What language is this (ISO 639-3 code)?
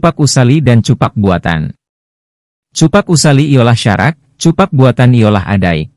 min